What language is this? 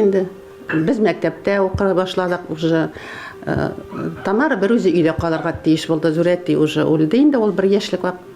Bashkir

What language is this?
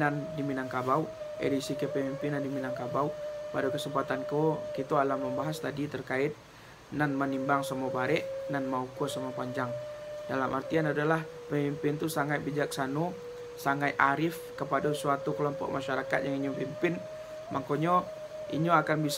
Minangkabau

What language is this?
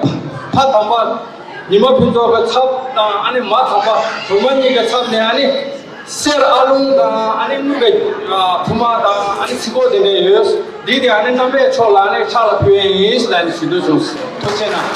Tibetan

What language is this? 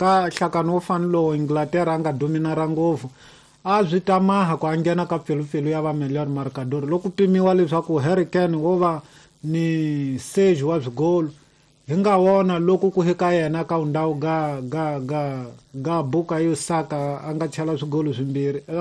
Tsonga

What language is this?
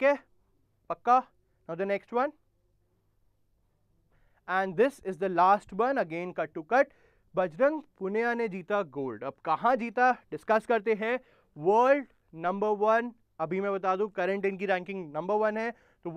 Hindi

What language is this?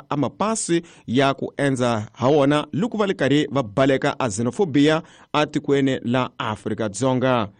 Tsonga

